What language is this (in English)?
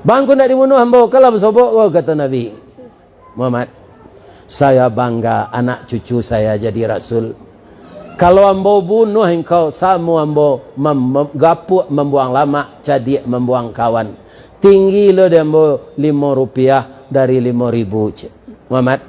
Minangkabau